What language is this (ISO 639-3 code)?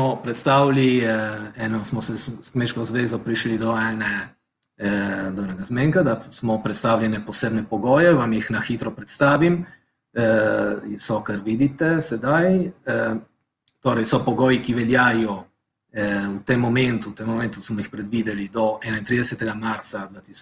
slv